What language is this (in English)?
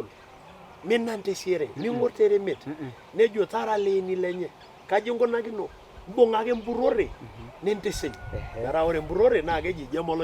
Masai